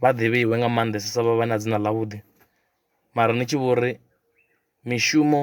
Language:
Venda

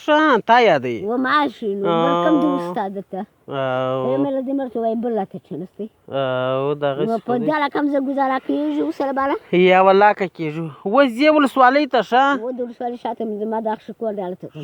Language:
Pashto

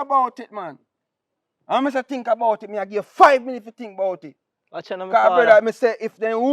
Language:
Jamaican Creole English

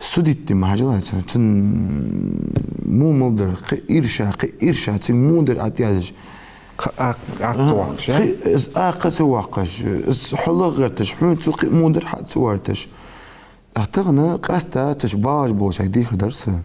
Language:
Ingush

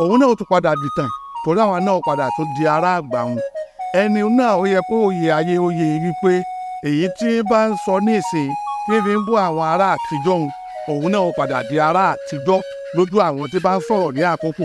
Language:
Yoruba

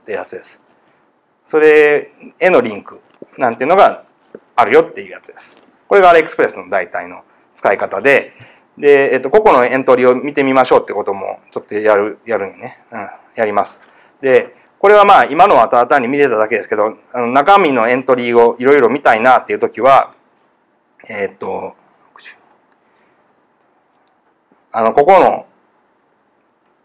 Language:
Japanese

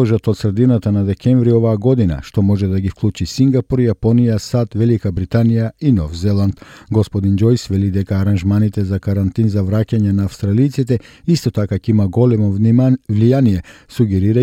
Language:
Macedonian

